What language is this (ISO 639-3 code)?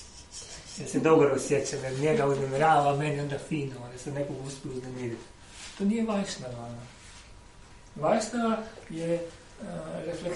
hrv